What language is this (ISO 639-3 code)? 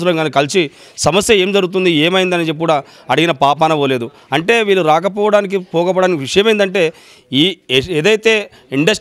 tel